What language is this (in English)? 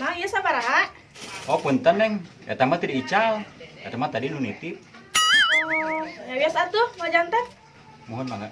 Sundanese